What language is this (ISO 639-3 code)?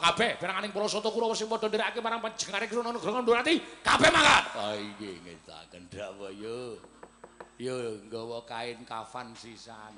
jav